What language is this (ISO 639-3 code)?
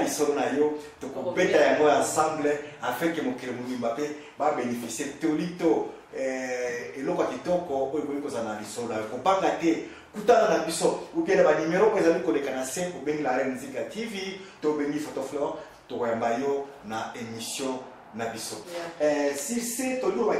lin